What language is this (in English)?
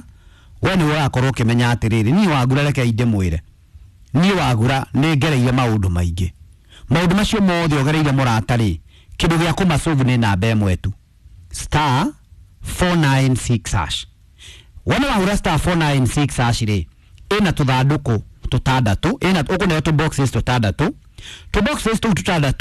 Kikuyu